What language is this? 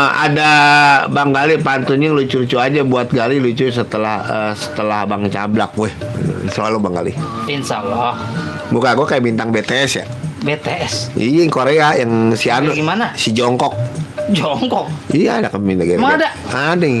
Betawi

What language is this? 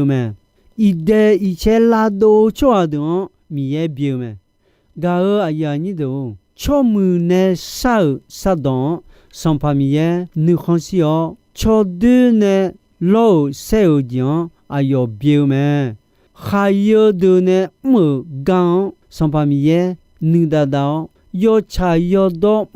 Akha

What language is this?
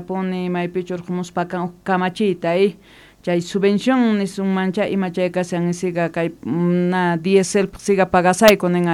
South Bolivian Quechua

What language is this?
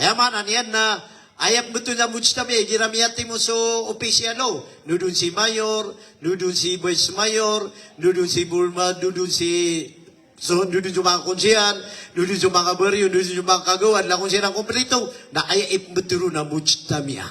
Maranao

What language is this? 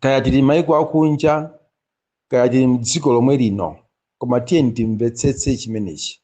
Nyanja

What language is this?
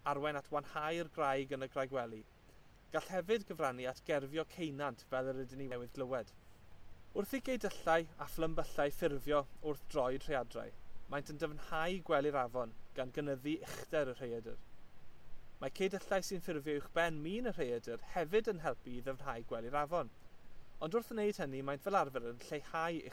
Welsh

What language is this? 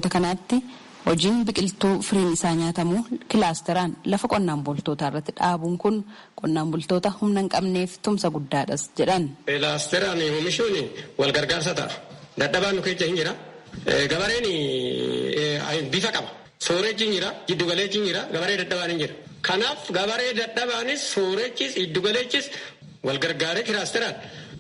Oromo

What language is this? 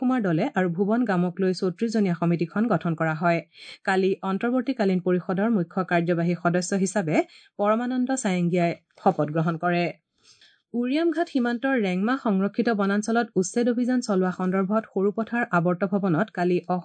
Assamese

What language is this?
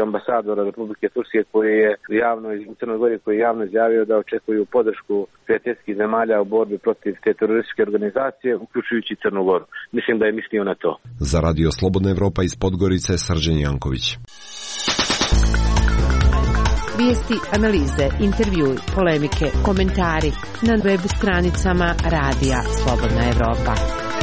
Serbian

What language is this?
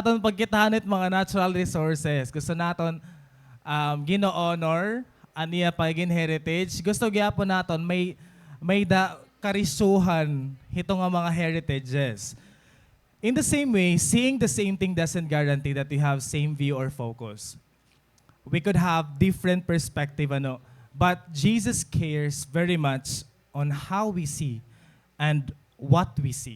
Waray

